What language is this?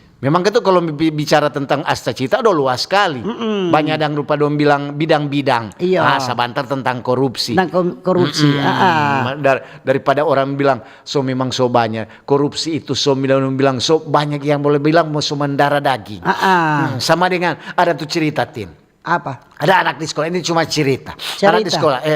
Manado Malay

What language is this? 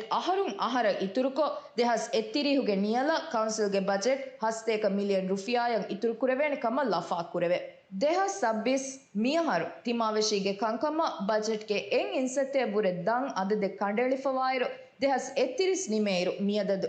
Divehi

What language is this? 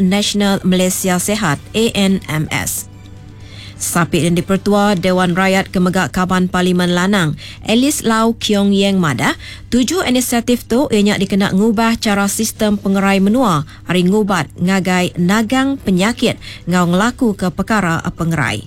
Iban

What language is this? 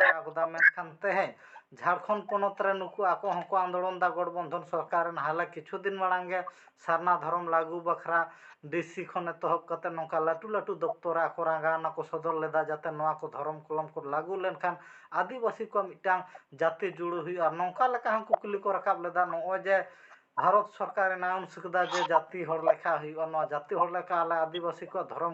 Santali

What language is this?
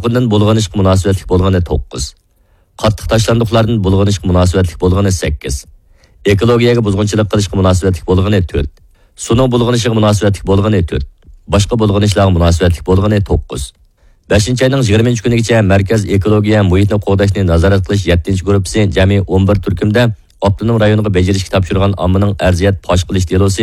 Uyghur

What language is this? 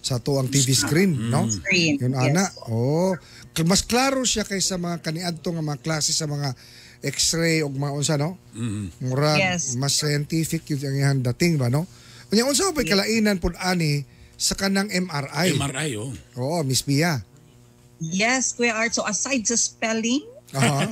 Cebuano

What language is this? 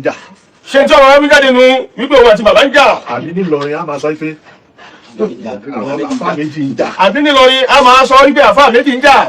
Yoruba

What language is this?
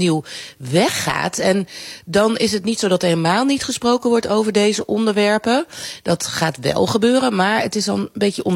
Dutch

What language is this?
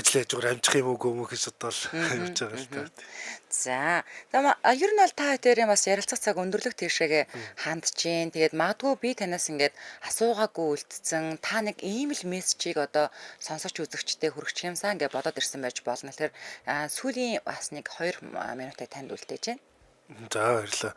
Mongolian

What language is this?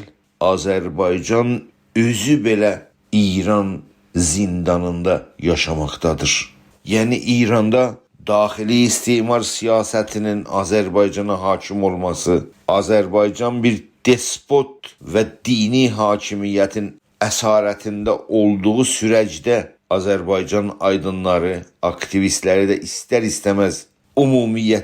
South Azerbaijani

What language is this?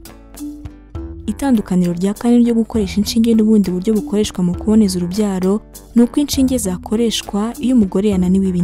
Kinyarwanda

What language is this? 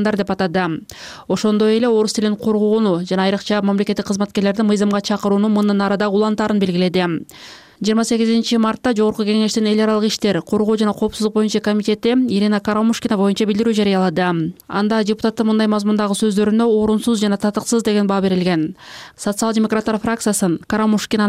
Kyrgyz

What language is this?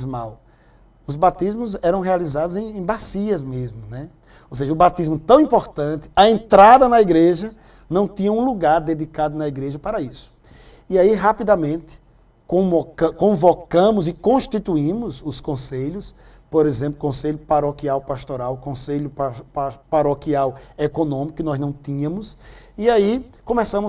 Portuguese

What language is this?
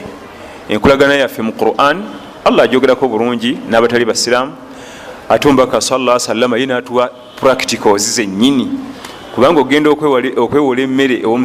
Ganda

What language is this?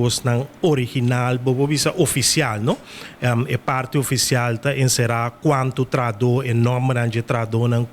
Papiamento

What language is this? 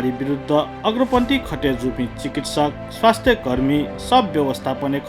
Newari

